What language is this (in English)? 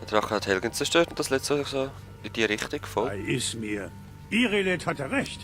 Swiss German